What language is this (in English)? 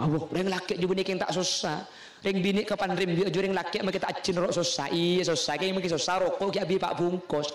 Madurese